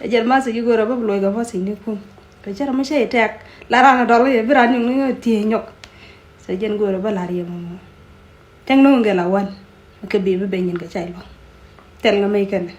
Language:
Nuer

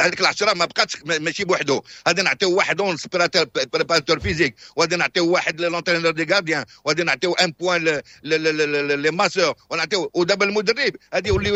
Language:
Moroccan Arabic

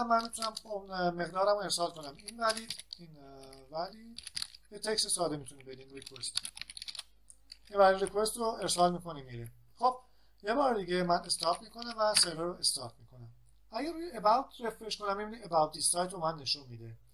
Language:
Persian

